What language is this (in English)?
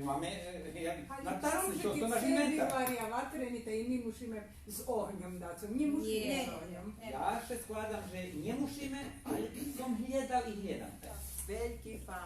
Rusyn